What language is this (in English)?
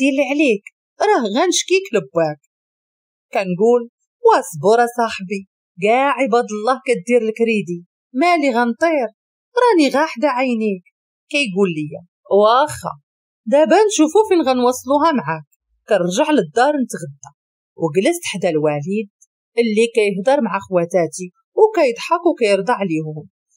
Moroccan Arabic